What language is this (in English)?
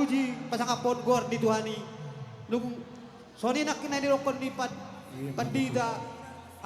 Batak Toba